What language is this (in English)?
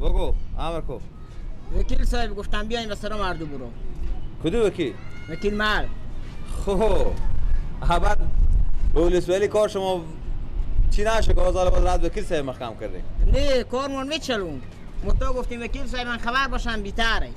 Persian